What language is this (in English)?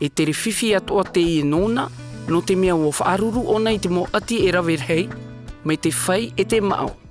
Tahitian